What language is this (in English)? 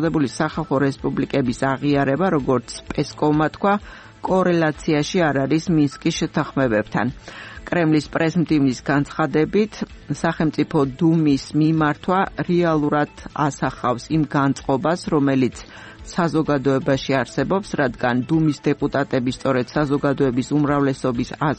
Georgian